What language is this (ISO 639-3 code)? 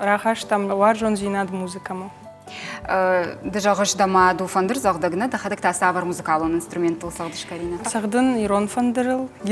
oss